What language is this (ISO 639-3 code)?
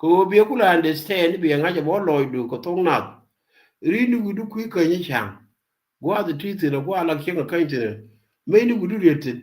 nus